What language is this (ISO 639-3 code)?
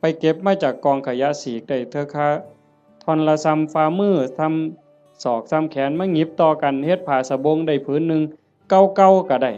tts